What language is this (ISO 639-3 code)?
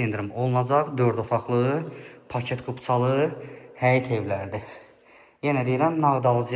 aze